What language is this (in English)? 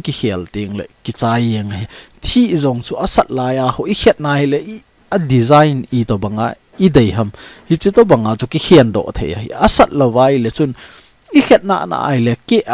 Thado Chin